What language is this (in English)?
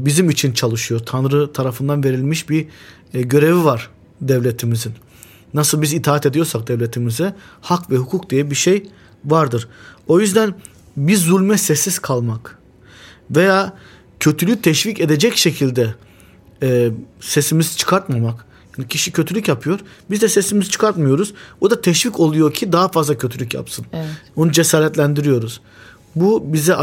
Turkish